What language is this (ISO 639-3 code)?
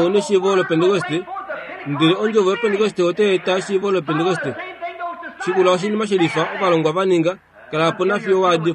kua